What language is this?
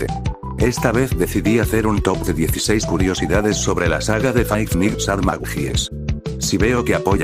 Spanish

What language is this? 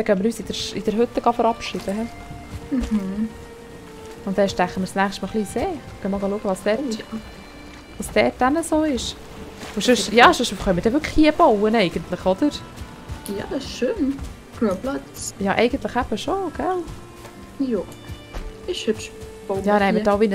Swiss German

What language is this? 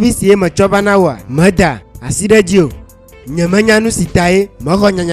Ewe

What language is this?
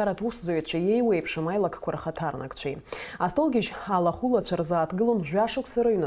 Abkhazian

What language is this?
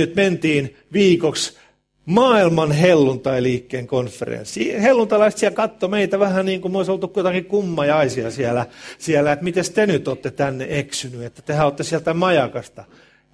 Finnish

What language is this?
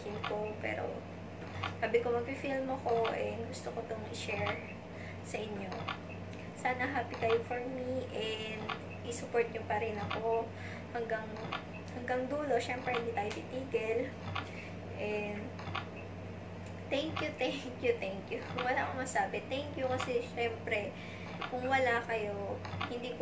Filipino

